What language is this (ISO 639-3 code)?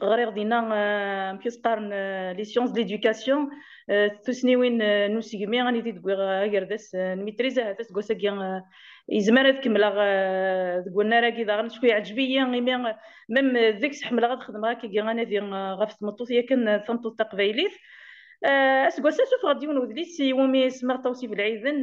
kab